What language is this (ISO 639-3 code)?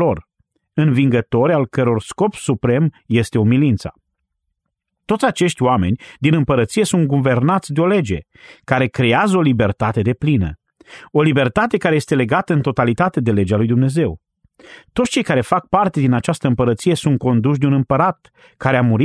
ron